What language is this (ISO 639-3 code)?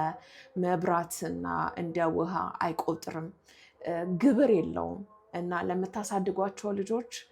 amh